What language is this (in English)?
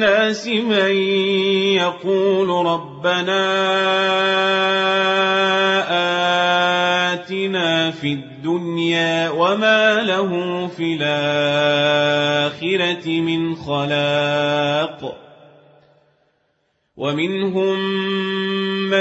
Arabic